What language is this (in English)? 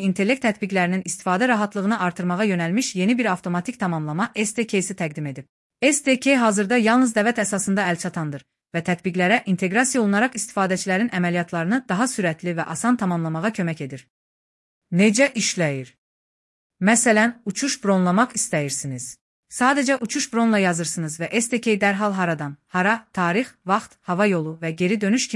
Azerbaijani